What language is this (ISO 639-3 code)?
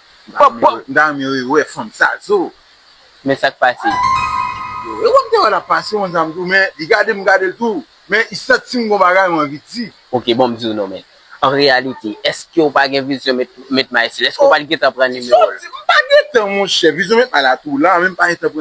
hat